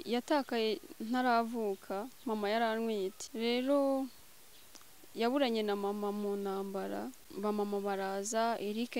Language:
Kinyarwanda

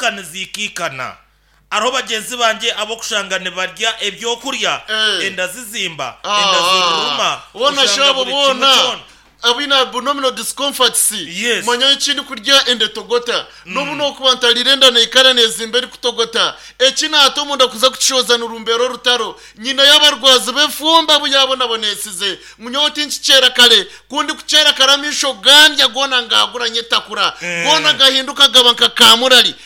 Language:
Nyankole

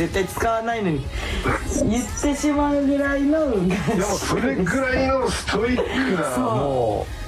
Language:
Japanese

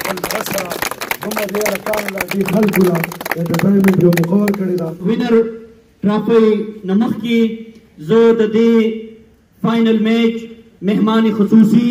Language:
Pashto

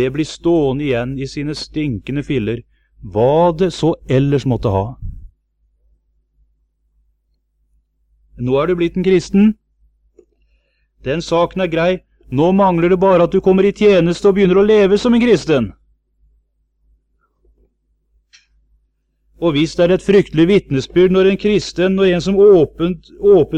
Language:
Norwegian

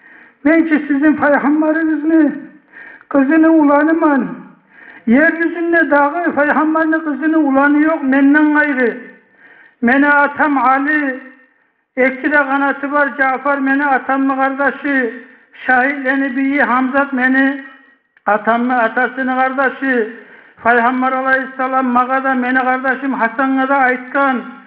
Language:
Kumyk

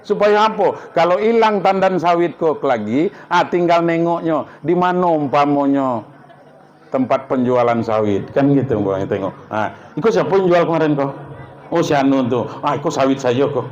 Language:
Minangkabau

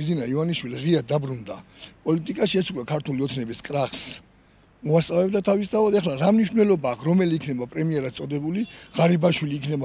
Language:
Georgian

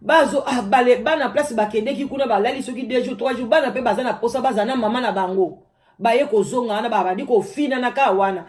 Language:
Lingala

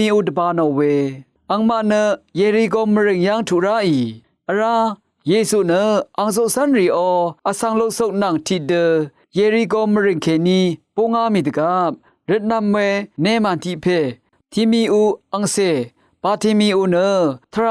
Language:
Rawang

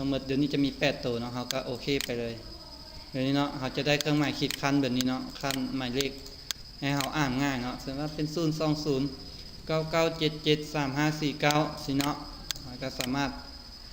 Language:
Lao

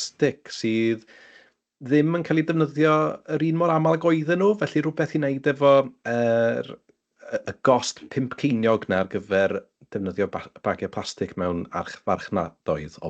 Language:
Welsh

